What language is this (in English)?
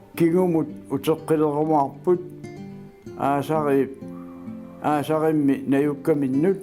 Kalaallisut